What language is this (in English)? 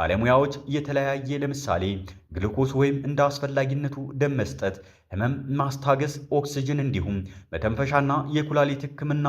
Amharic